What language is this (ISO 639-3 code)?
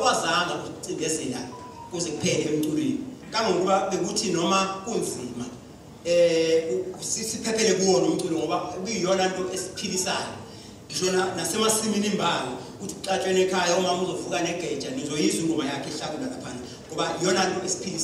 zul